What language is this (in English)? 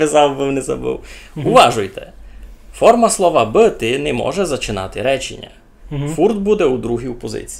Rusyn